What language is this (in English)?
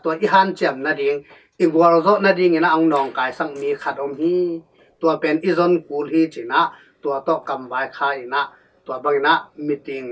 Tedim Chin